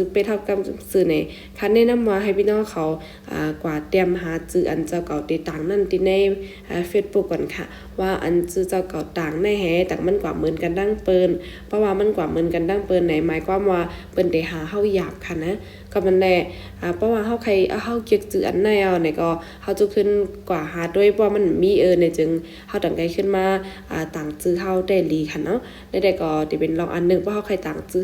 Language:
Shan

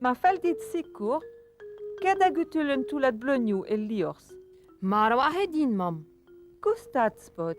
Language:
Breton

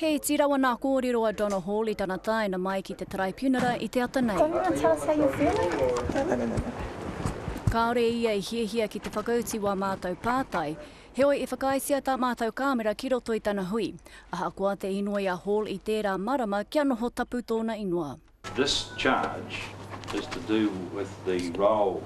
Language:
Māori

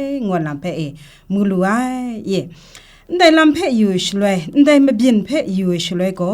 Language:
Kachin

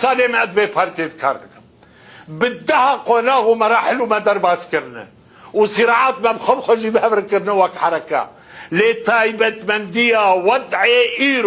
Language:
Kurdish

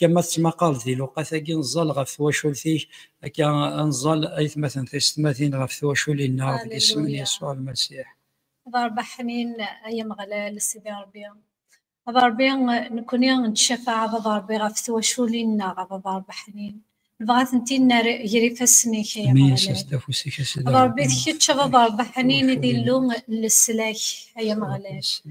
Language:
Kabyle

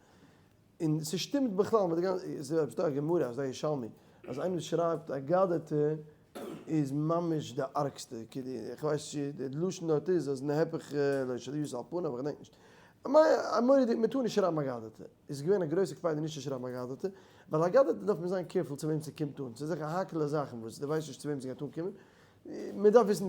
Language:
Yiddish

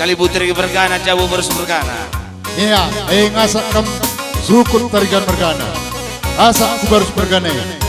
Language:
Batak Karo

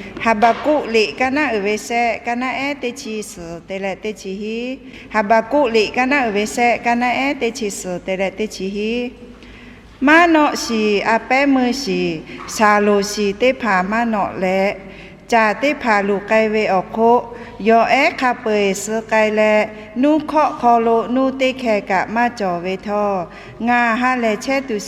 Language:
Lahu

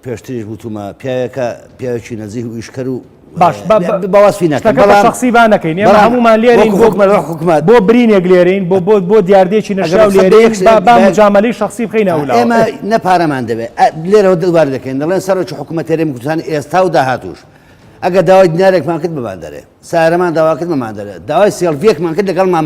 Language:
Central Kurdish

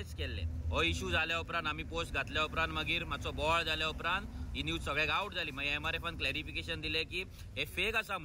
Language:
Konkani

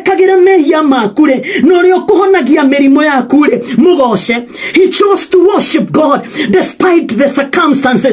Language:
Kikuyu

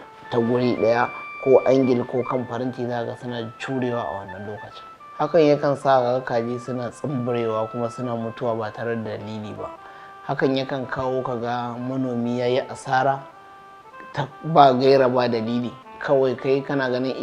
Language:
Hausa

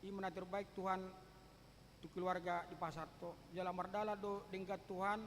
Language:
Batak Toba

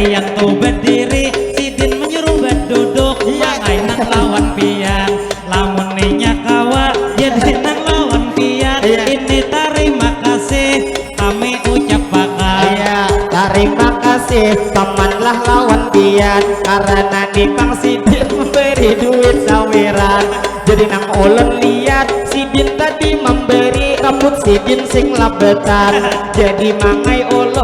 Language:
Banjar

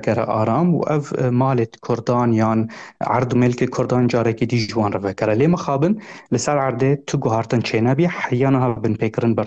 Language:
Kurdish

